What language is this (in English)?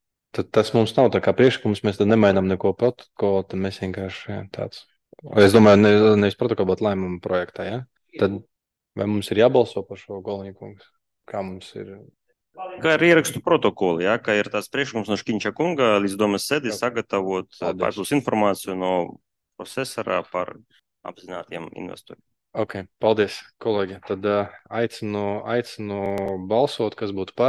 Latvian